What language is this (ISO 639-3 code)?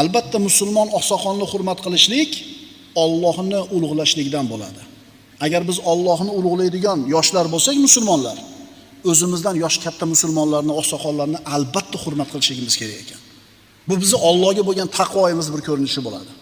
uzb